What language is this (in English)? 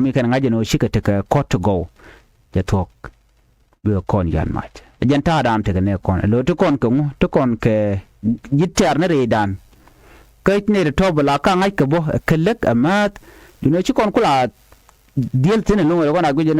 Nuer